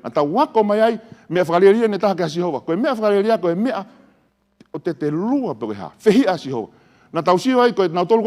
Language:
Tongan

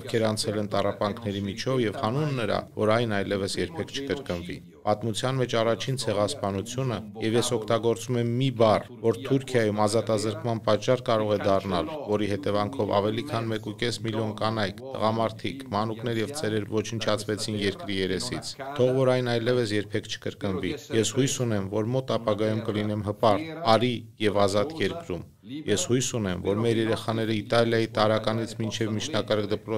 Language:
Armenian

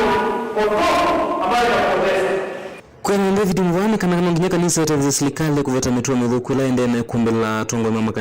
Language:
Kamba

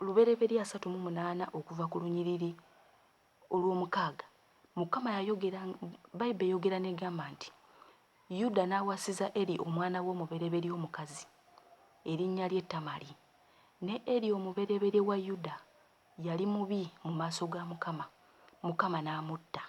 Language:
Ganda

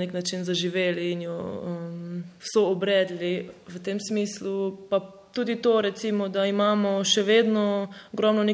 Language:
Slovenian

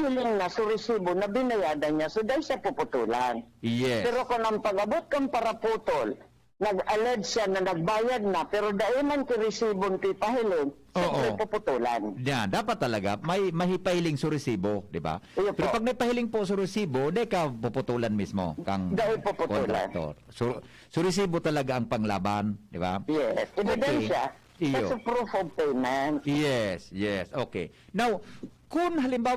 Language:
Bikol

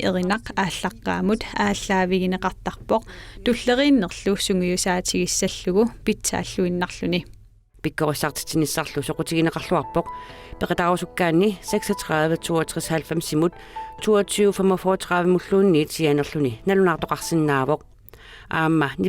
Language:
Kalaallisut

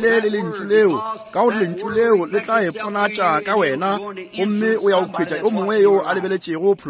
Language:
Northern Sotho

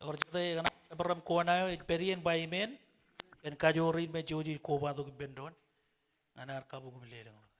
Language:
Marshallese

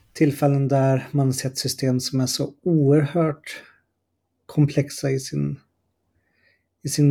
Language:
Swedish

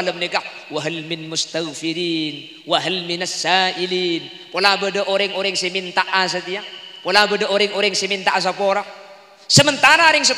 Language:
Madurese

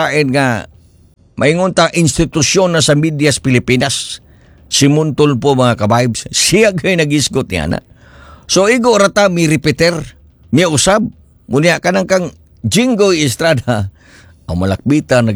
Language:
Cebuano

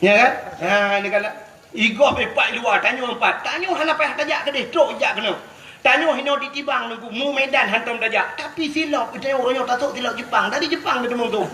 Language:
Achinese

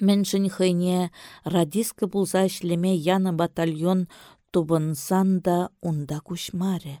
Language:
Chuvash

